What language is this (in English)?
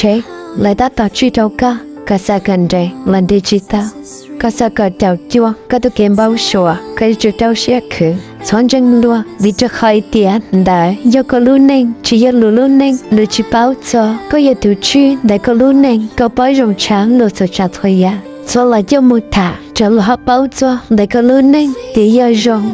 Hmong